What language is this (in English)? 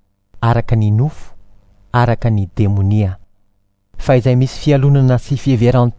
Malagasy